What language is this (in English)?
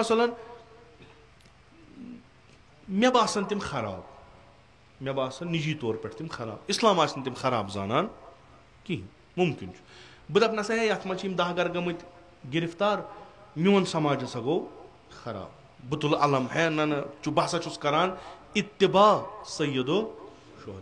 Kashmiri